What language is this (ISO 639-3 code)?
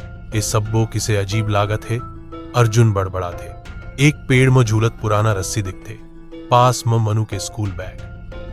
hne